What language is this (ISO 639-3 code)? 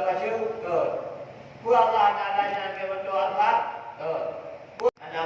ace